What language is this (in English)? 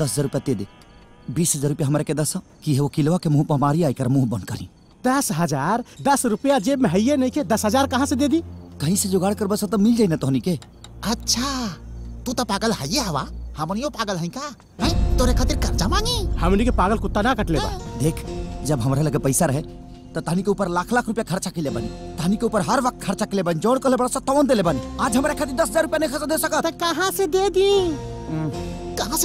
Bhojpuri